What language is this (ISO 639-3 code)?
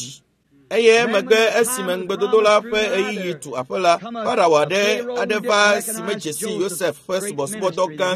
ewe